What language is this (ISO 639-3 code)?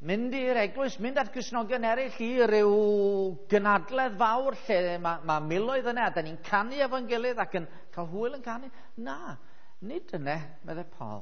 cym